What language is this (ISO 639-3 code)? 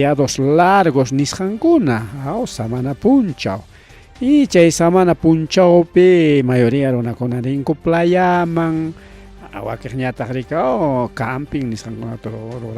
quy